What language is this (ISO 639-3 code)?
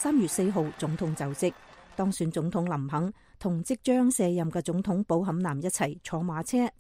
yue